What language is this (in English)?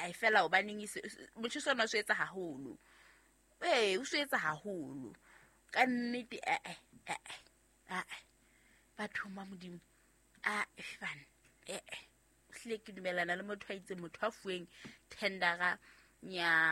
Southern Sotho